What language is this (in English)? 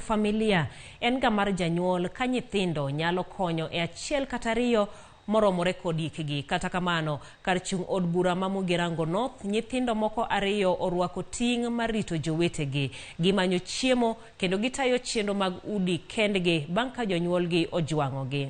Luo (Kenya and Tanzania)